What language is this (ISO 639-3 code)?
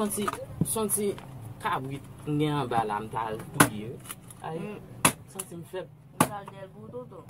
hat